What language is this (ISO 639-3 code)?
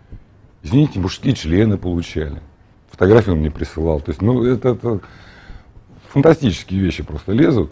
rus